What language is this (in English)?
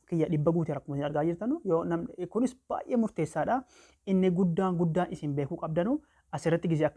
Oromo